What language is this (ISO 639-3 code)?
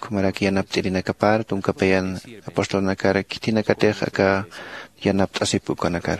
aym